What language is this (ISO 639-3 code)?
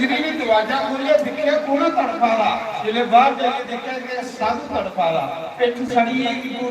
doi